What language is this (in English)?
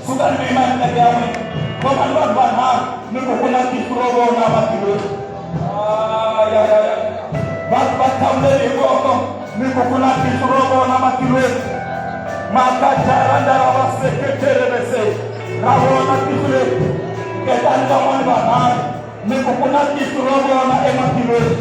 Tsonga